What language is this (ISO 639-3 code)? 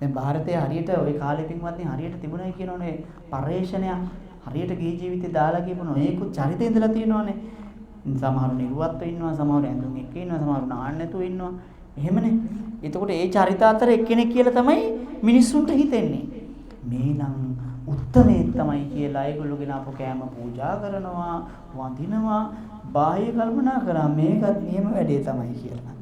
sin